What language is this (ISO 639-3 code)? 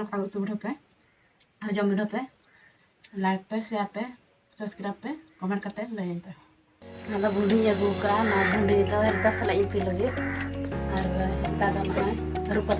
sat